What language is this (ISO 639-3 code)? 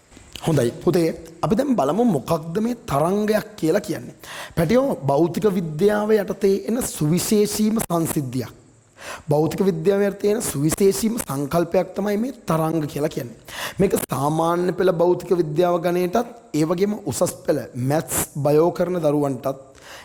sin